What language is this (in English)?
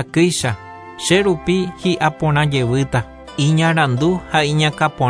Guarani